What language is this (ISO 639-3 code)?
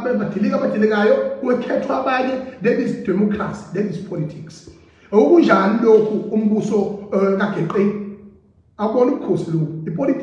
zul